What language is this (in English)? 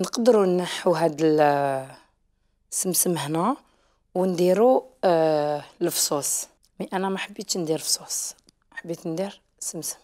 Algerian Arabic